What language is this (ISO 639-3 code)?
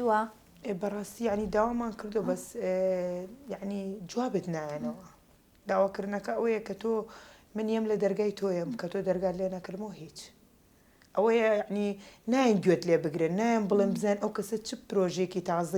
ckb